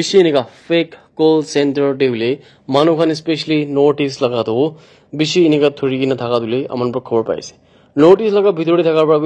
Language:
Naga Pidgin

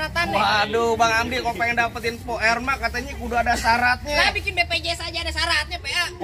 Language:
Betawi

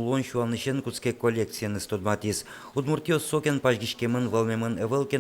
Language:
Udmurt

